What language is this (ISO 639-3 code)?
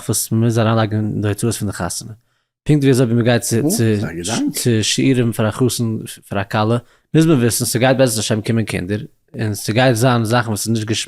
yid